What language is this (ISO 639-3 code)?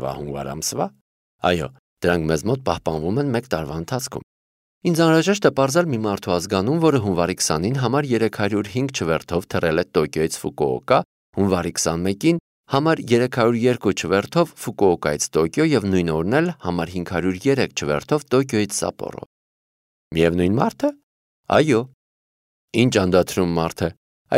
hye